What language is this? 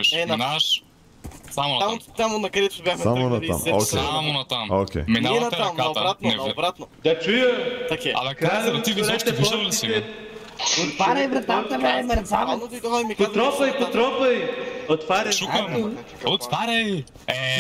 Bulgarian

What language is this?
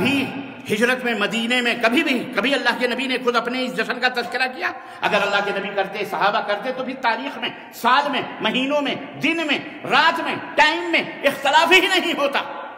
Urdu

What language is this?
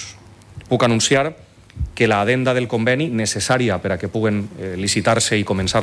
Catalan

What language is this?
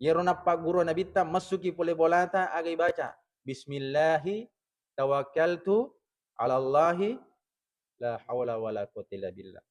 Buginese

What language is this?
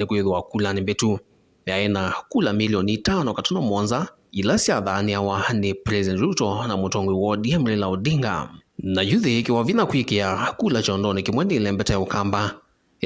Kamba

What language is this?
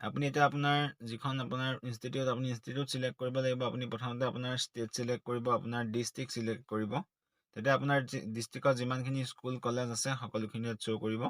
Assamese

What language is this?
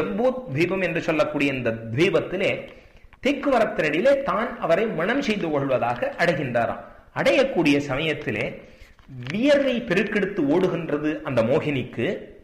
Tamil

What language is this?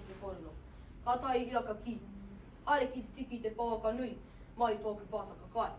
Māori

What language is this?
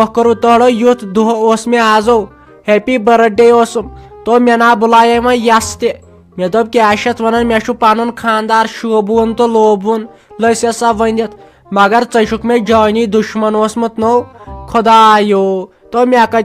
Kashmiri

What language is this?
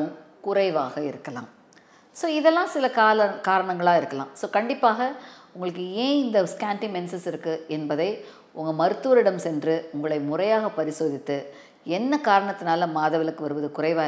Tamil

